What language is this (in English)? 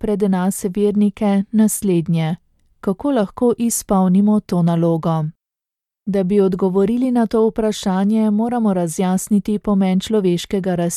Slovenian